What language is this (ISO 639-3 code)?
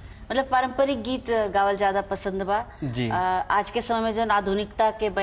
bho